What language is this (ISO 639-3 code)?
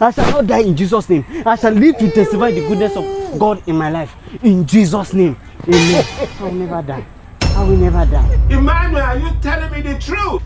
pcm